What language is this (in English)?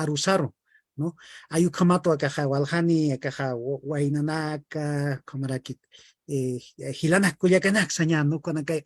Aymara